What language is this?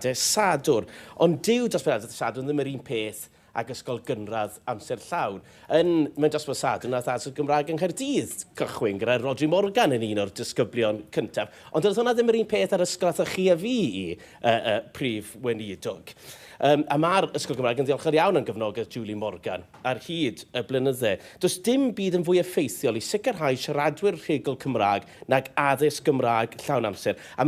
Welsh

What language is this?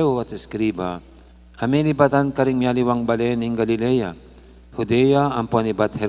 Pampanga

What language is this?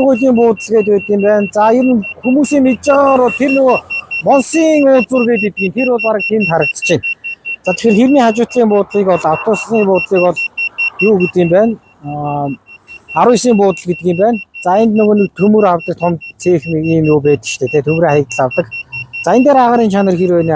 Mongolian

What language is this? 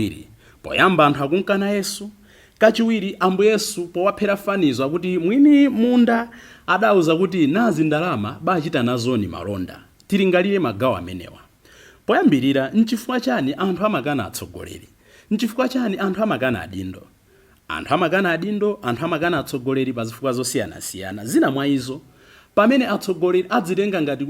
Nyanja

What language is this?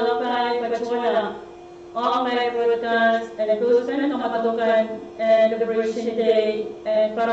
Pohnpeian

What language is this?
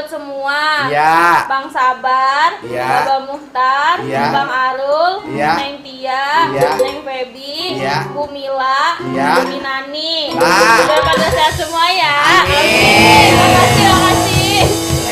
Betawi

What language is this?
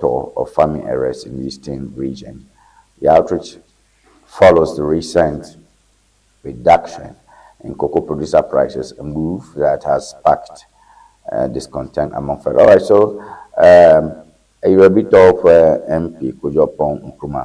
Ewe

